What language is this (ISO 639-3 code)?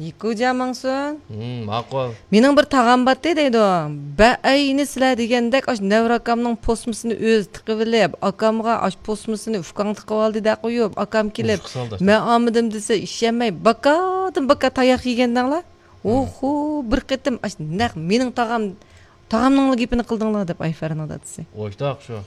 uig